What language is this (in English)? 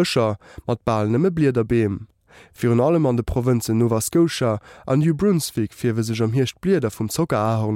Luxembourgish